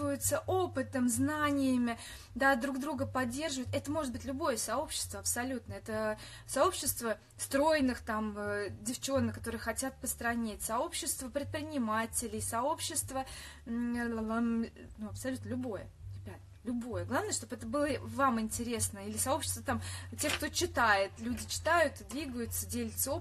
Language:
Russian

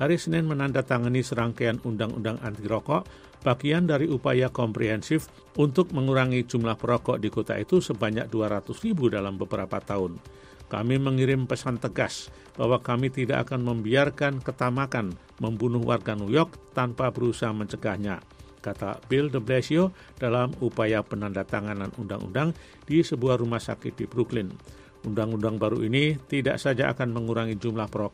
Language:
Indonesian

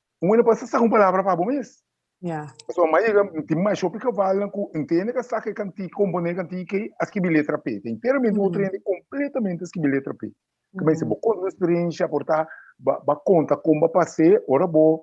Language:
Papiamento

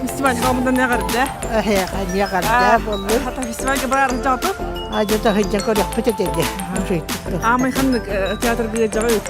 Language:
Yakut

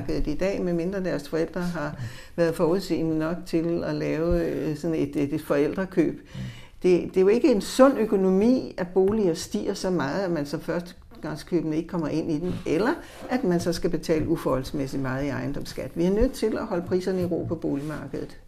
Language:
Danish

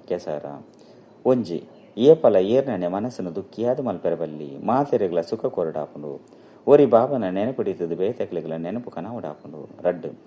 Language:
Tulu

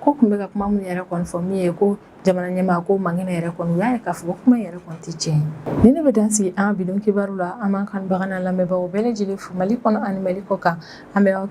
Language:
Bambara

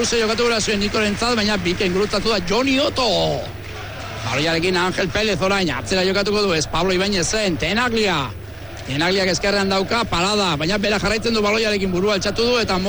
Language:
Basque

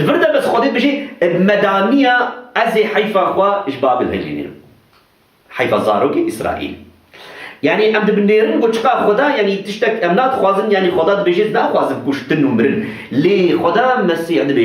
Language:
Kurdish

